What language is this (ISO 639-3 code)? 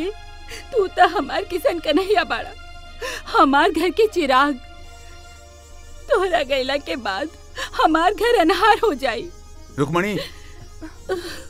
bho